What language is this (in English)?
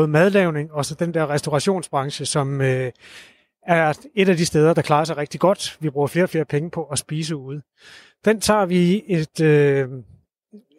Danish